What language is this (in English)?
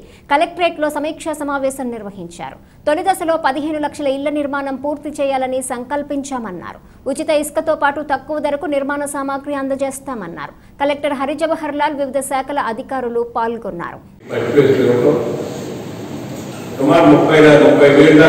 Telugu